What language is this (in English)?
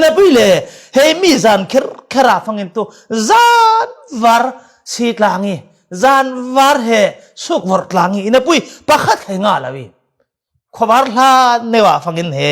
Falam Chin